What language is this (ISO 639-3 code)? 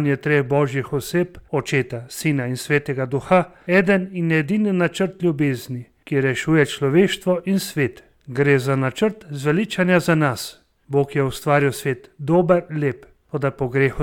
slv